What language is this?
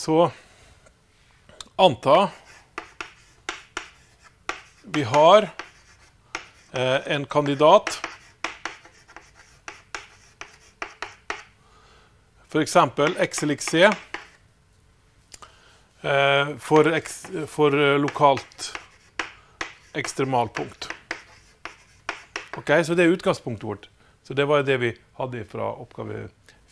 Norwegian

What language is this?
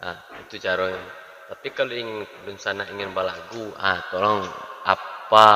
Minangkabau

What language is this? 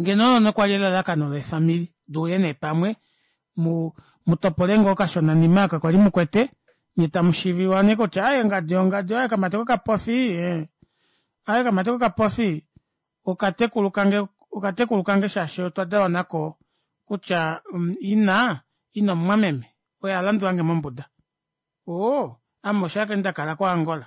Kuanyama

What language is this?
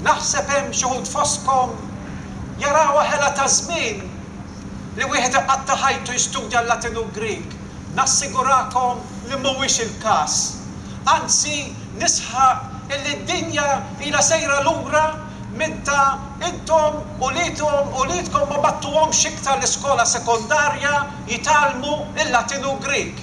Maltese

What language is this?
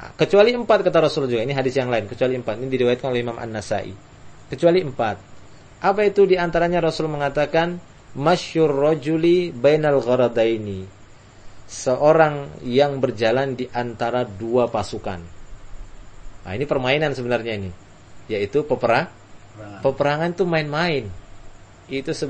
Indonesian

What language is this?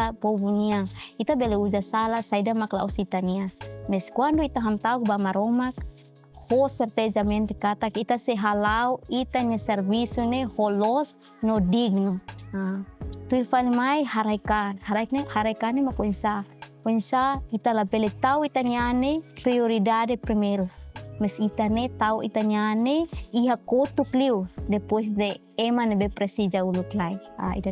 Tetum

